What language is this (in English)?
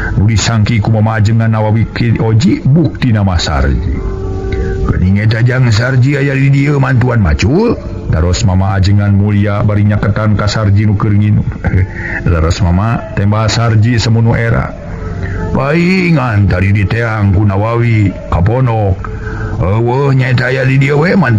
Sundanese